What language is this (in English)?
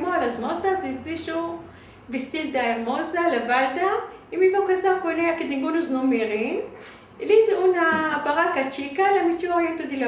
Ladino